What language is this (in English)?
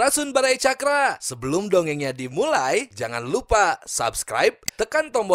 Sundanese